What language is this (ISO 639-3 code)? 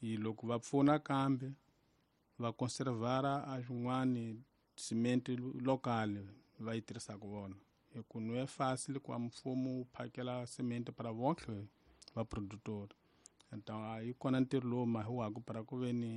tso